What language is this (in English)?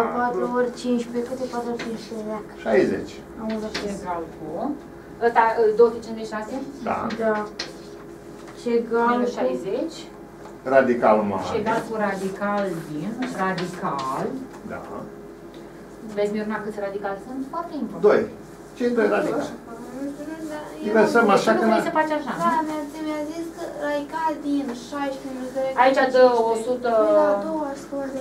Romanian